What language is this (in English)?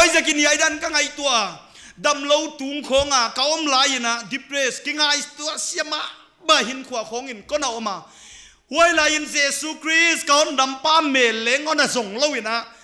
Paite Chin